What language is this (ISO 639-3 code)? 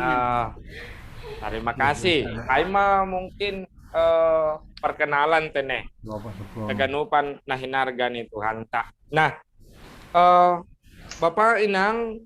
bts